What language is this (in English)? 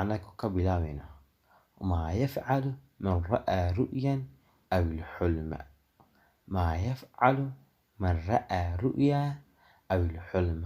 Somali